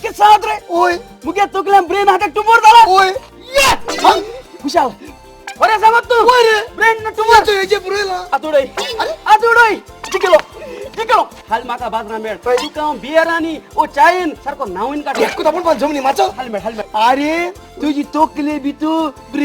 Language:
Konkani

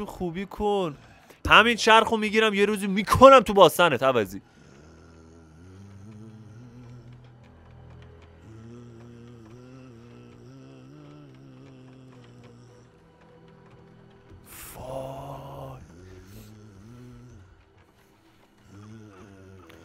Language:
Persian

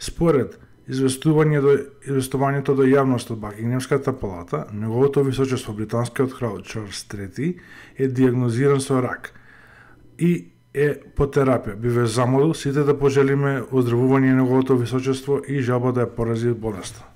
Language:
Macedonian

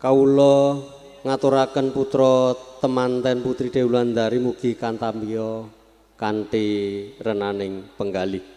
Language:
Javanese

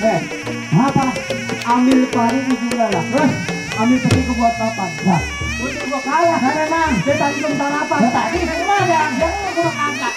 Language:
Betawi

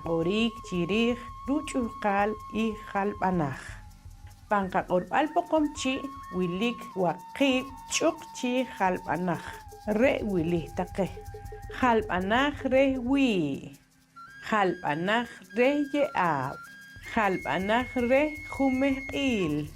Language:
Poqomchi'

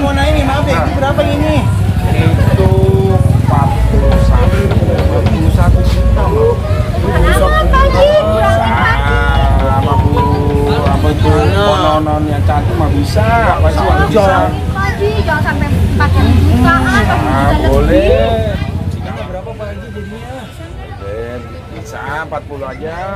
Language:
Betawi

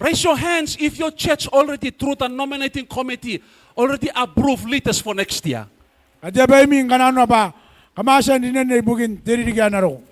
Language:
Gilbertese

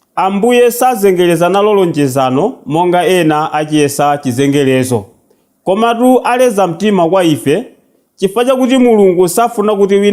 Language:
Nyanja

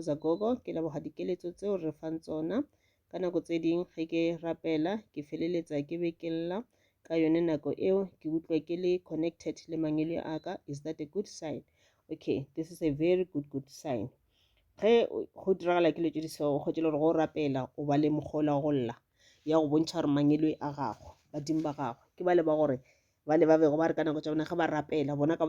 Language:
Northern Sotho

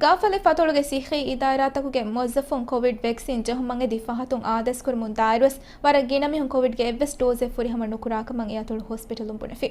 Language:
Divehi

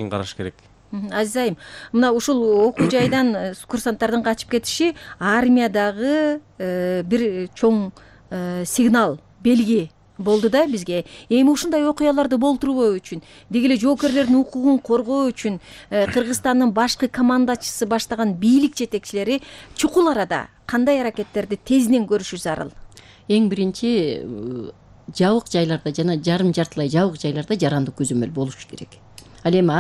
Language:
Kyrgyz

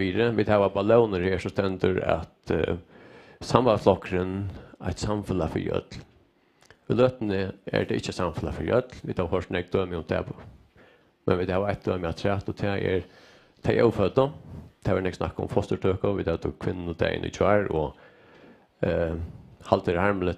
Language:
Faroese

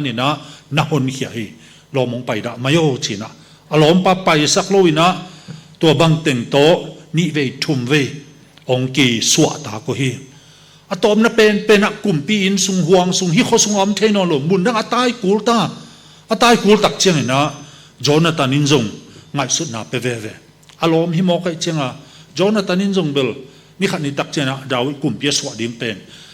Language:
Tedim Chin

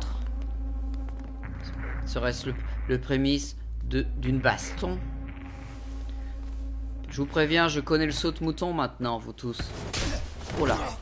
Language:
French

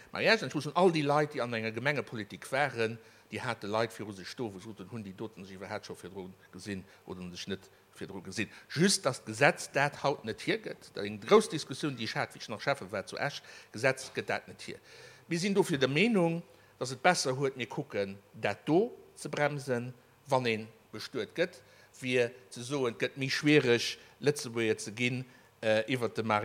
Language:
Luxembourgish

